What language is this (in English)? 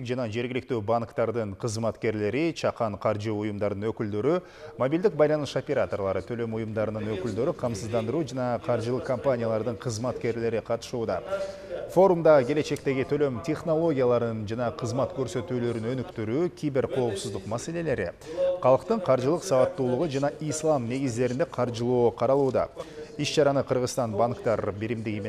Kyrgyz